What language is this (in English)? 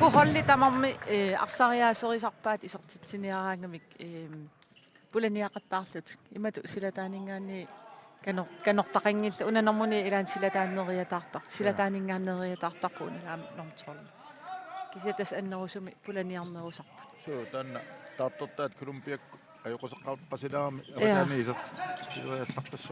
Kalaallisut